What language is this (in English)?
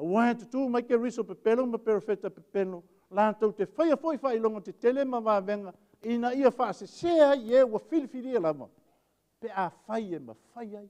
Samoan